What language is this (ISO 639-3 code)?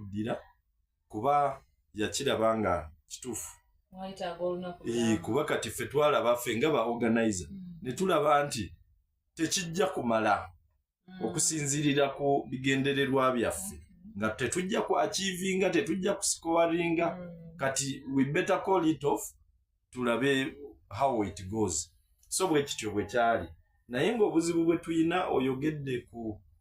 lug